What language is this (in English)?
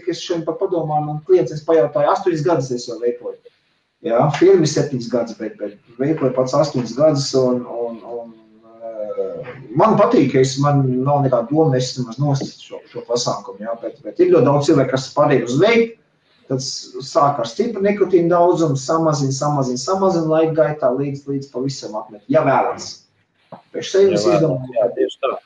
Latvian